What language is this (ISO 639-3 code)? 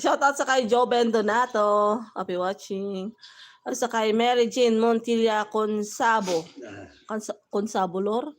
hil